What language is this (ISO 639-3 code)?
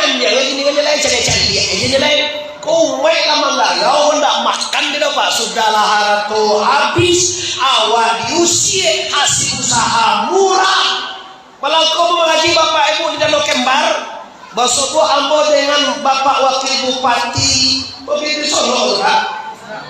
min